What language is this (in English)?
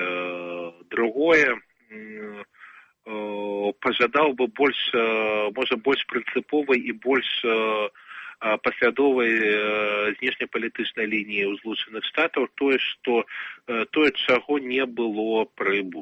Belarusian